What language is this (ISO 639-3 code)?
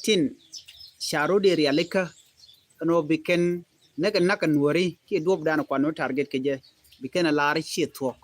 nus